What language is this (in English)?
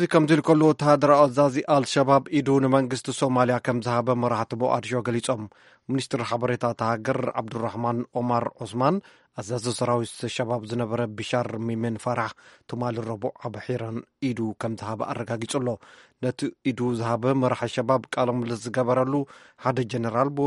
Tigrinya